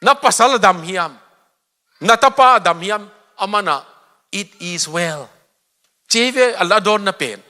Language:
Tedim Chin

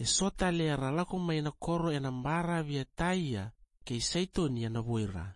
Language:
Fijian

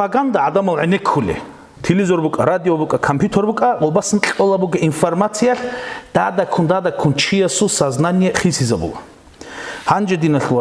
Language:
Avaric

